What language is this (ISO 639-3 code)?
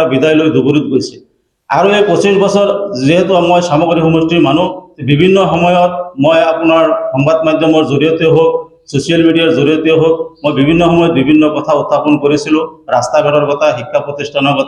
asm